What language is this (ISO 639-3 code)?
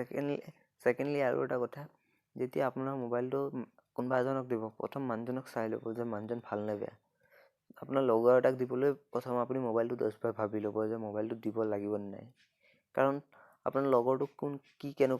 asm